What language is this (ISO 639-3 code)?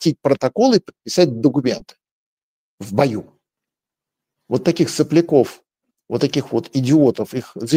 rus